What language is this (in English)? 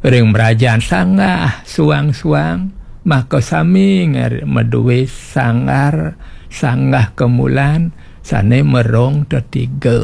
Balinese